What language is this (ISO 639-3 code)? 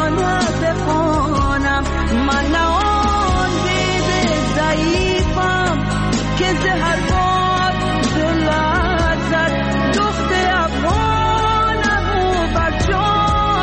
fas